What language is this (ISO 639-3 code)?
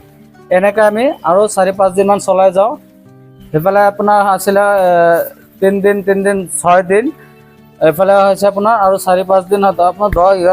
asm